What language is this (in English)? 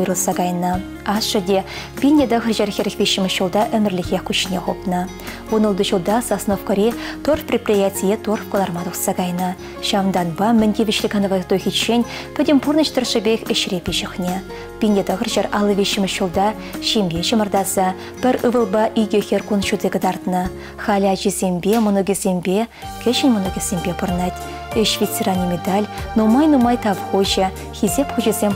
Chuvash